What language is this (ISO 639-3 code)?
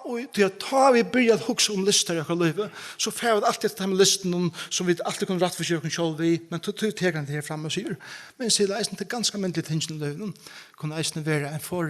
fao